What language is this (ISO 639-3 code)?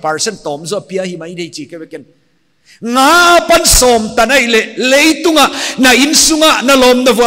pck